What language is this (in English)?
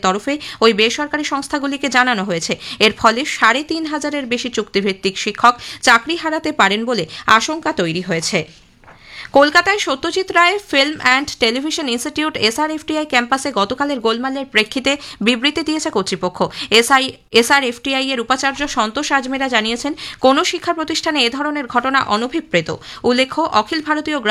Bangla